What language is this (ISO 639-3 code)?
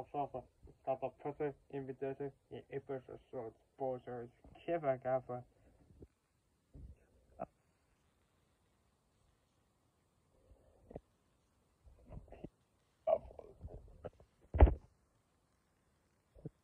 eng